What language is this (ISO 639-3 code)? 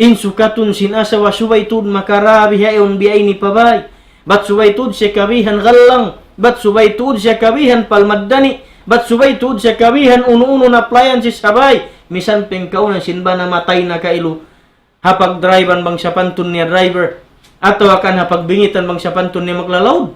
tsg